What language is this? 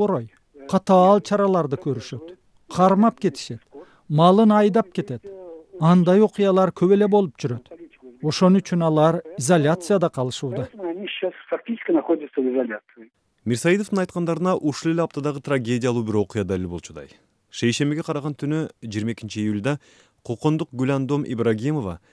Kyrgyz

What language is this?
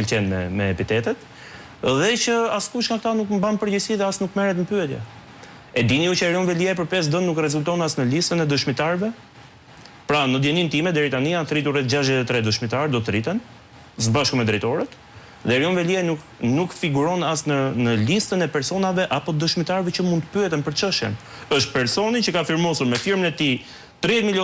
Albanian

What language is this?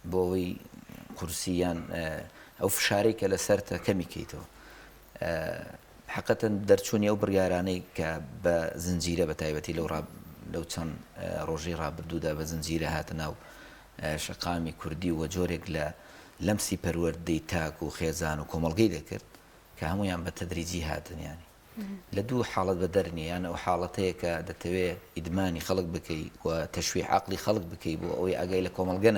Central Kurdish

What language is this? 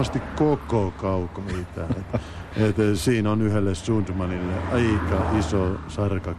Finnish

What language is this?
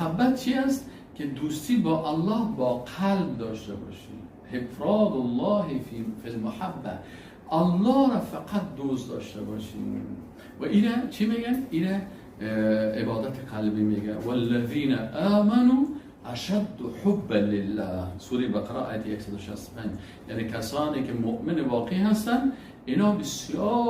Persian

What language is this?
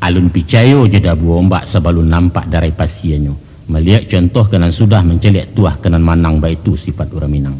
Minangkabau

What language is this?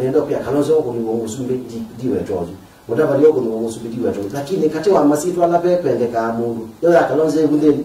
Kamba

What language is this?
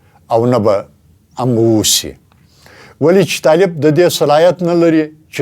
Pashto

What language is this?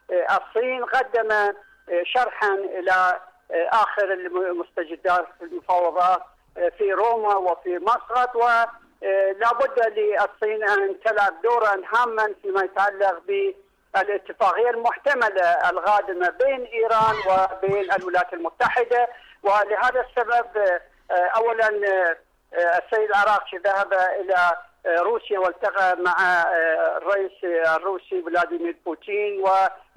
Arabic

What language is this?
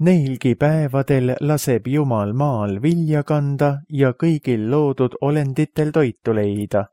Estonian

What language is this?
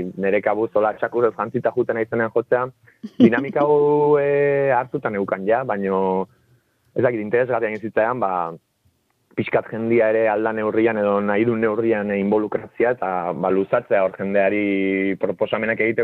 Basque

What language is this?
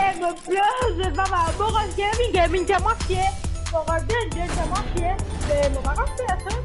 Morisyen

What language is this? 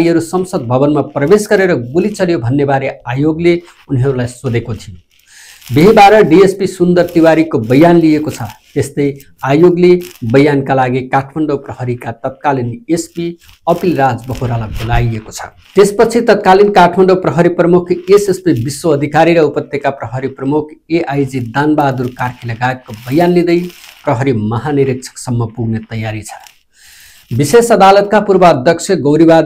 Nepali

